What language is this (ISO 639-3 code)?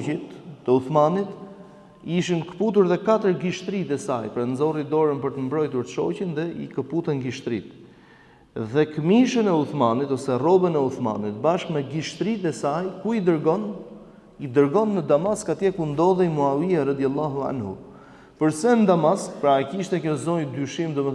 sqi